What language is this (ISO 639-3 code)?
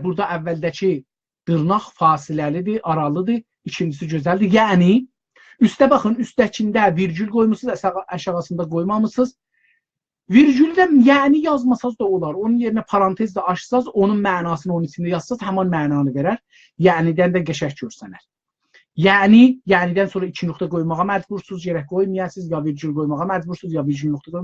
azb